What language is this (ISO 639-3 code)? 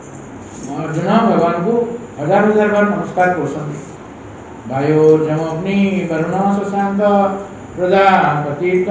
ori